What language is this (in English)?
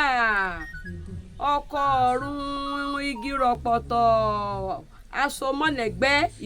Yoruba